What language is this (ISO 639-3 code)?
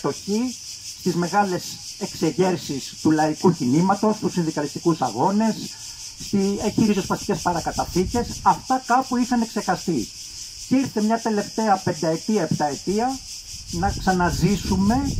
ell